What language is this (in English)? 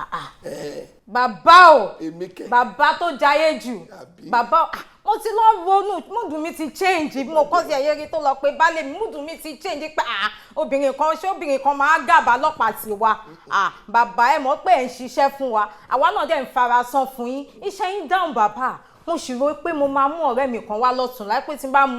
Yoruba